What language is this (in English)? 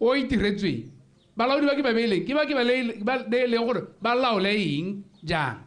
Tswana